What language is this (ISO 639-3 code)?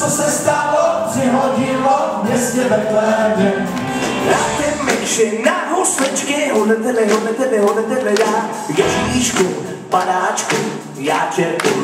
ces